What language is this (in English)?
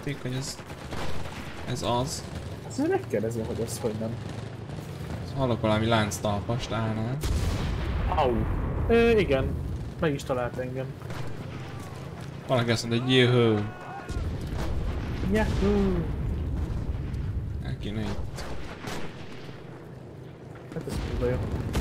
Hungarian